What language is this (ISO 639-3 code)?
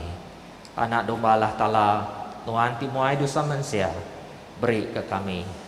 iba